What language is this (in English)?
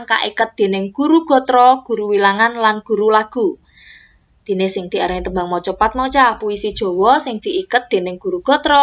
Javanese